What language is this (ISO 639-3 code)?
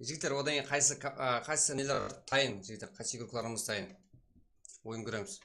kaa